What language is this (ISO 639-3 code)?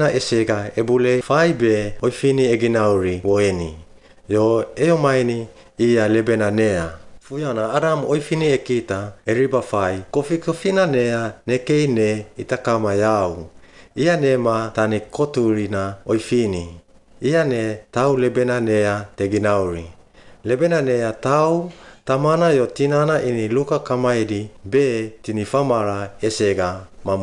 swp